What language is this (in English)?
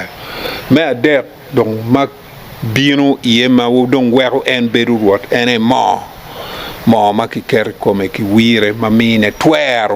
Acoli